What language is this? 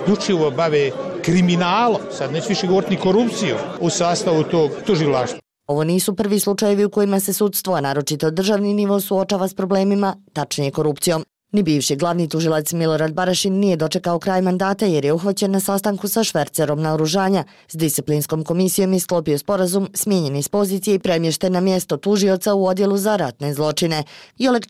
Bosnian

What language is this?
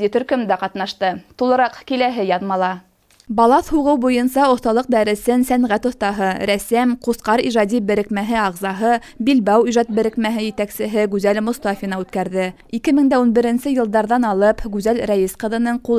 Bashkir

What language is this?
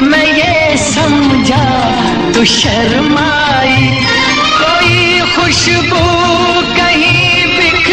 Hindi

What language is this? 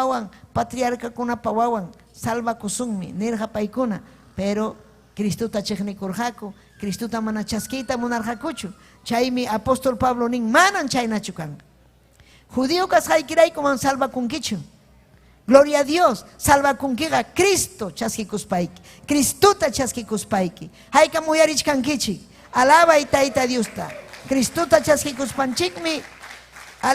Ayacucho Quechua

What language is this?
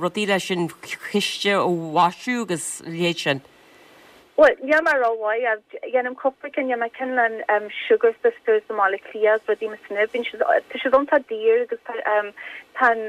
Irish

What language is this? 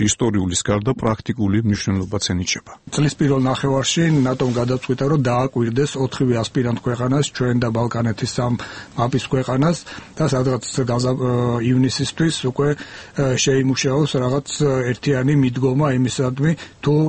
Georgian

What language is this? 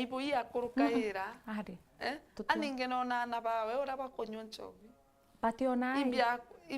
Meru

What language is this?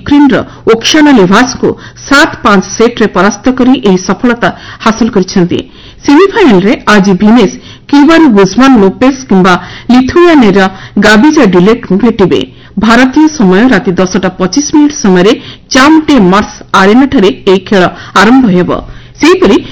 Odia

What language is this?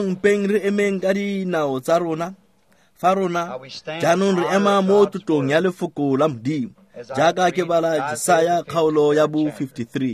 Tswana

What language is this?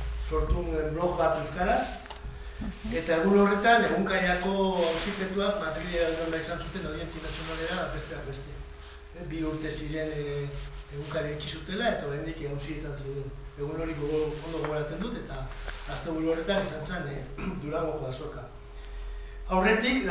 Basque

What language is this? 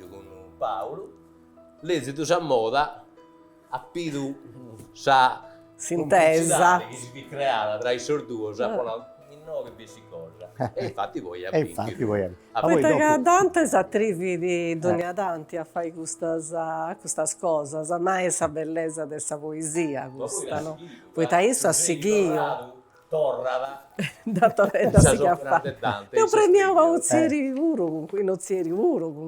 Sardinian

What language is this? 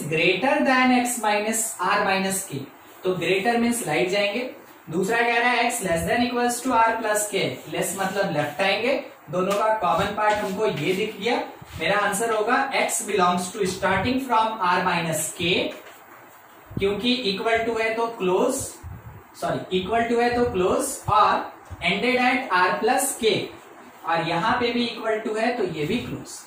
Hindi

